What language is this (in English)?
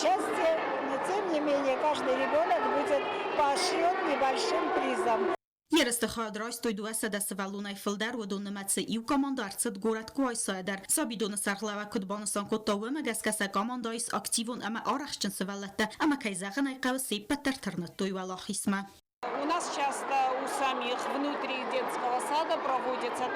Ossetic